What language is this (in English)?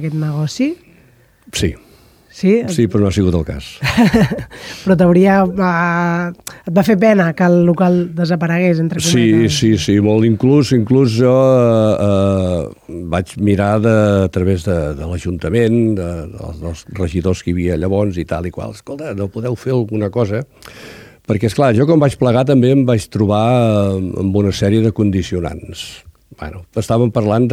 Catalan